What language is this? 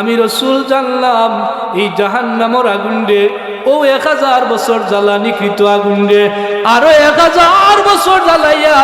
Sylheti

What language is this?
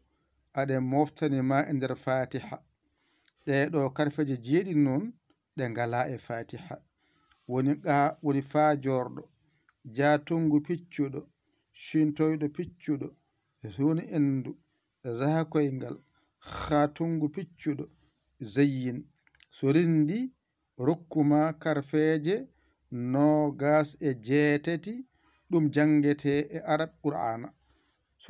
Fula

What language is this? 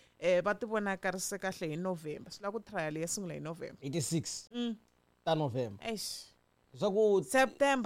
Tsonga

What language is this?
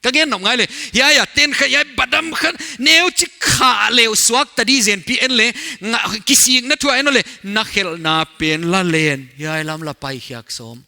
Paite Chin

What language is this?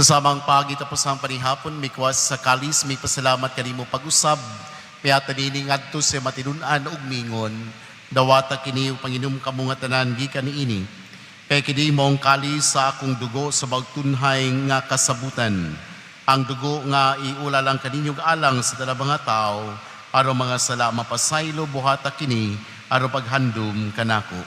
Cebuano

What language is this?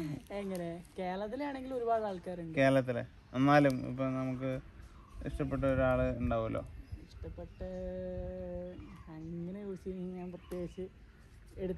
Malayalam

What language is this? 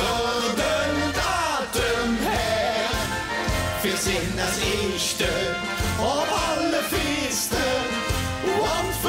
Limburgish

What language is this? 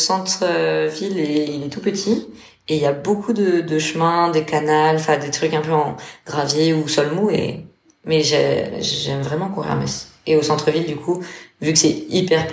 French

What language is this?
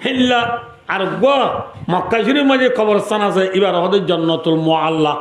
Rohingya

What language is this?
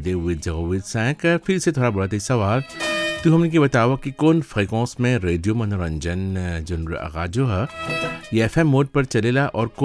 Bhojpuri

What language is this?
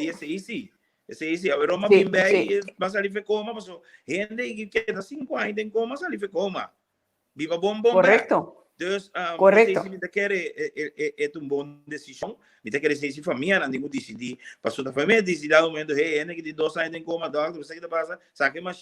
Papiamento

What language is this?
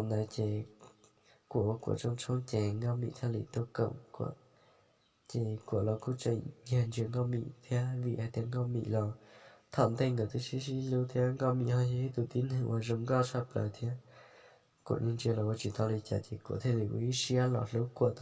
Hmong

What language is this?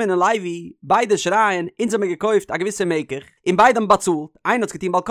Yiddish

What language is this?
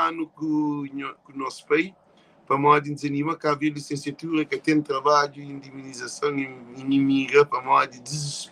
Kabuverdianu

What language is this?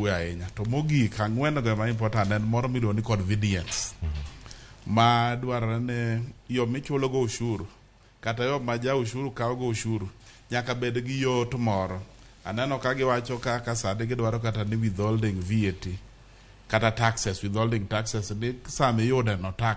Luo (Kenya and Tanzania)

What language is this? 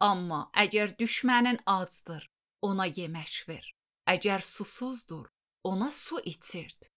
Azerbaijani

